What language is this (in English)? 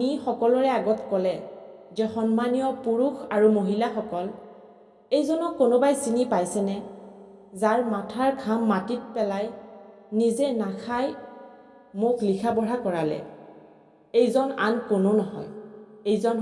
Assamese